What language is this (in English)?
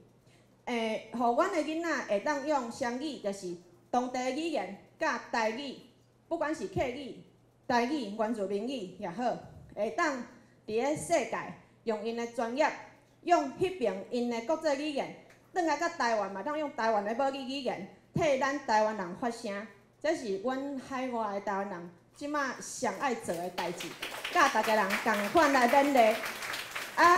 Min Nan Chinese